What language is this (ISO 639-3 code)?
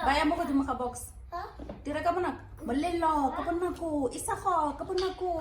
tsn